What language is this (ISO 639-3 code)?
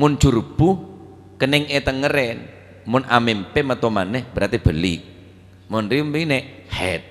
mad